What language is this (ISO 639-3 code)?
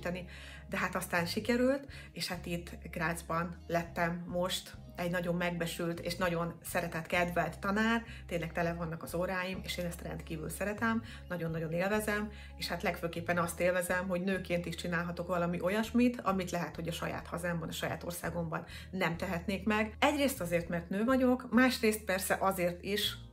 hun